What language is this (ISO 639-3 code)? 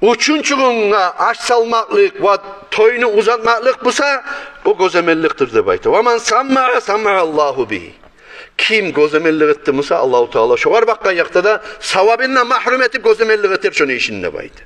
kum